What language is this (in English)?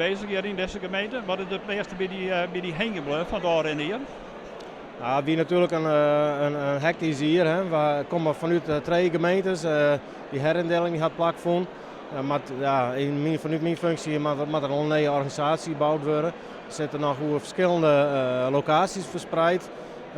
Western Frisian